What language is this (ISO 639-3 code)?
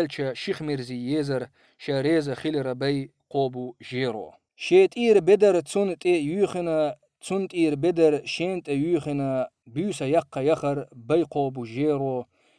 che